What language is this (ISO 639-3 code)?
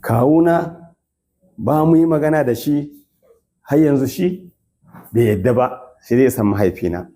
hau